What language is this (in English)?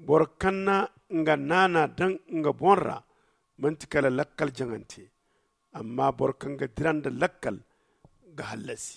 Zarma